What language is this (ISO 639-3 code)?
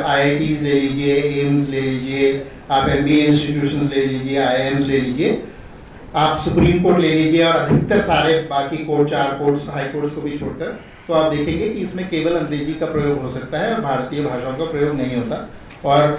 hin